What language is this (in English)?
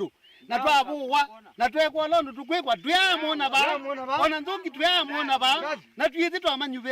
Kamba